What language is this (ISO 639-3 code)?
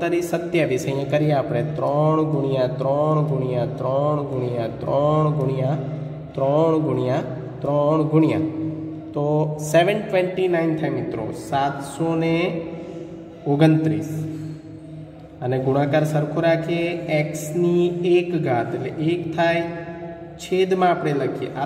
guj